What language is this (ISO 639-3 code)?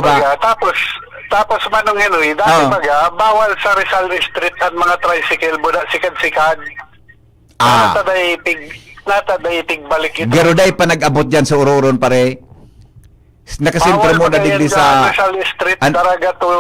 bik